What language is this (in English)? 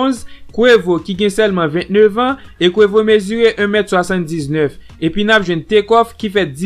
Haitian Creole